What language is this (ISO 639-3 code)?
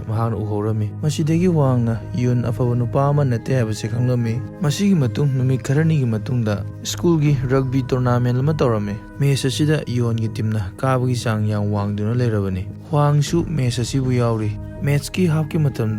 mni